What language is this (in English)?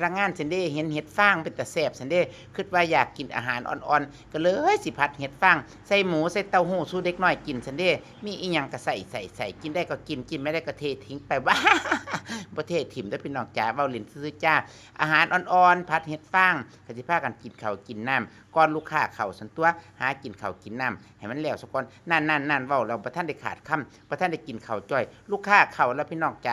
Northeastern Thai